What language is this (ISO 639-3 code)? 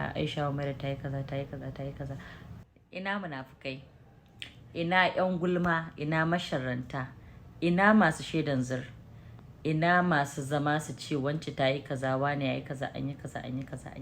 hau